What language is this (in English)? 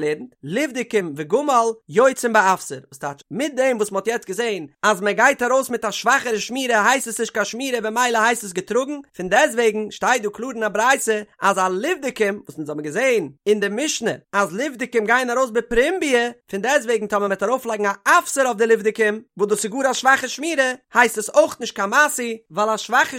Yiddish